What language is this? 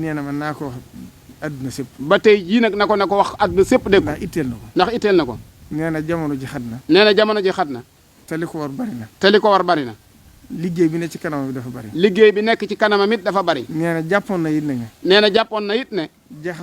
Wolof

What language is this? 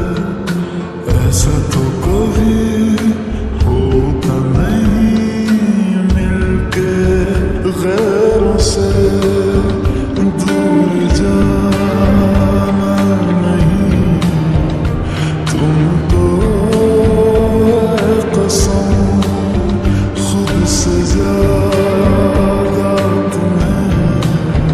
Hindi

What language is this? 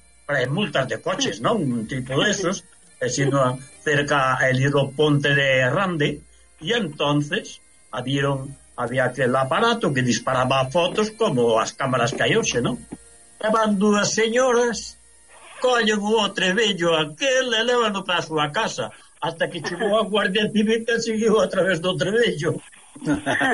Galician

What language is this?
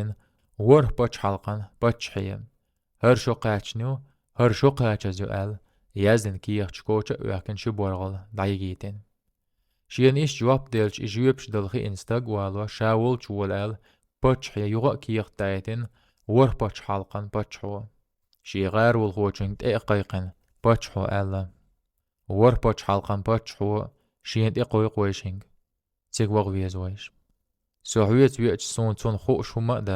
Chechen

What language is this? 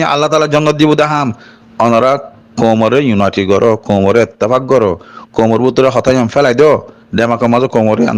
Rohingya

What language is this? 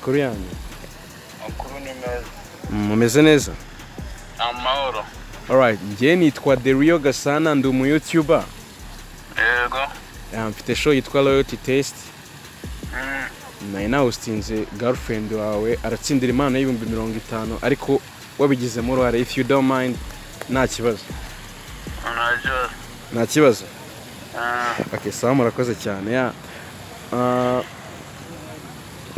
Kinyarwanda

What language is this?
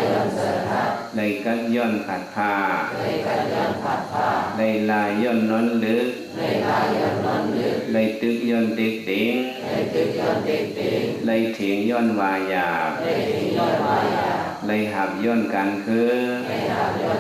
Shan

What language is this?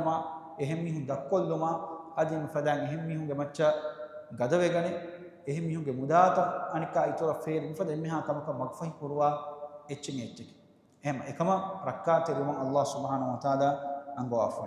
Divehi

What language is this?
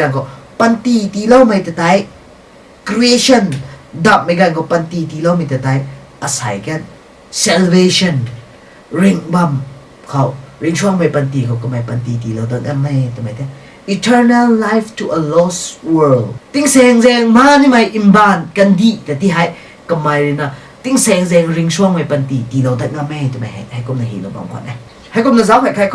Rongmei Naga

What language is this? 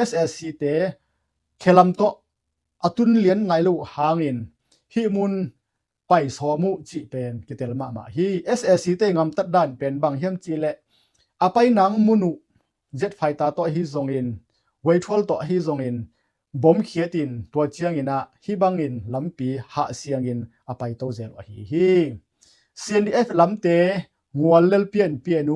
Tedim Chin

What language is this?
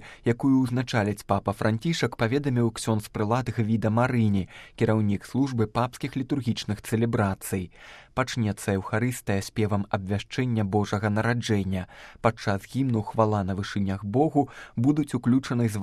Belarusian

